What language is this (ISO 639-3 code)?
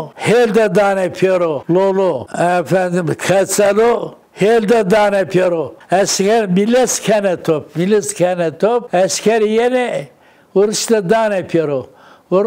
zza